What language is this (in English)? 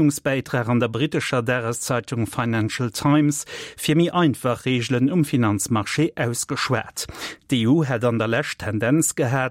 Luxembourgish